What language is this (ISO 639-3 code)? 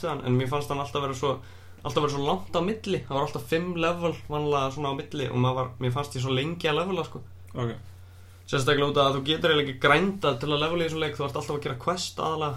isl